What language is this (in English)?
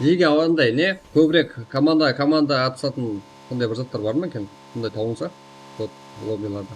Kara-Kalpak